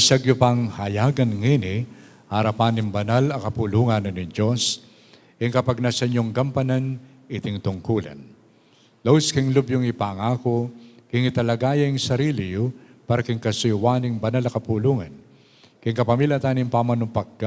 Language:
Pampanga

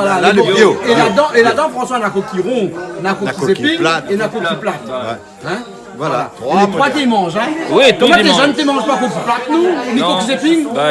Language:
Réunion Creole French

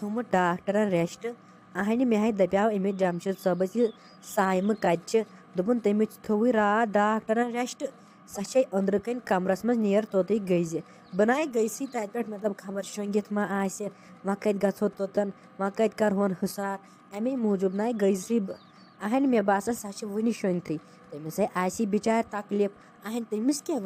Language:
Kashmiri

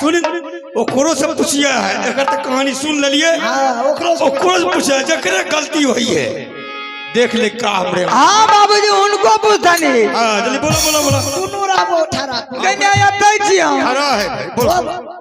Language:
Maithili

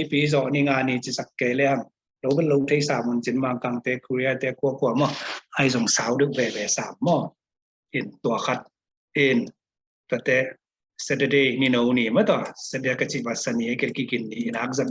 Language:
Tedim Chin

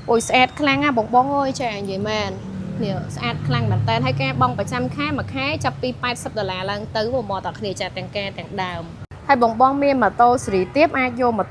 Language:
Khmer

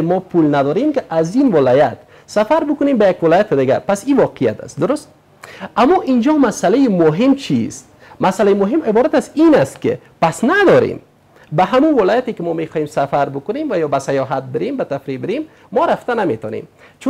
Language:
Persian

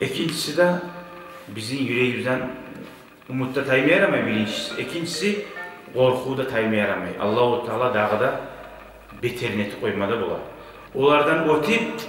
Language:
Kumyk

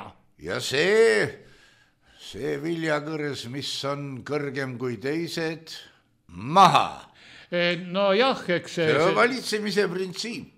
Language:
Estonian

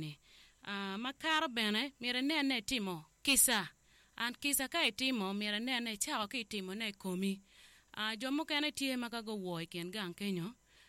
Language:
Acoli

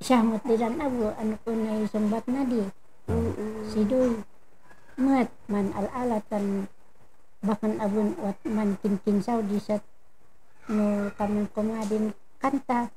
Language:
Kankanaey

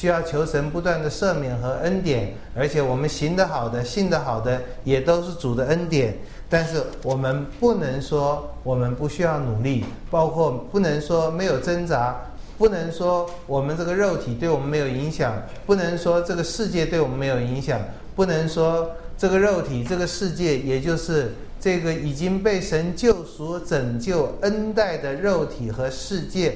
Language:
Chinese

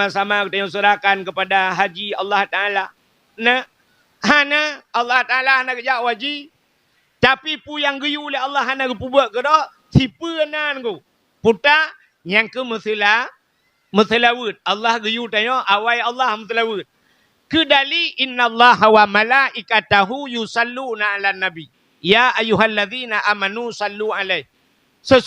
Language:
Achinese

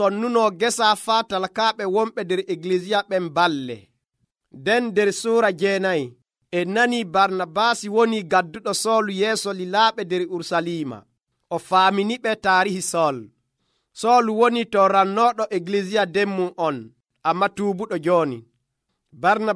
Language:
Nigerian Fulfulde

